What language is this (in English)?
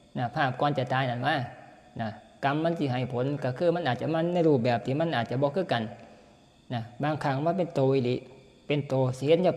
Northeastern Thai